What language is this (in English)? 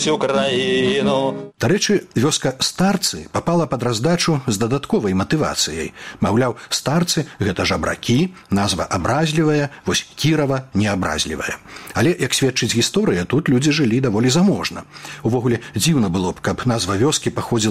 Belarusian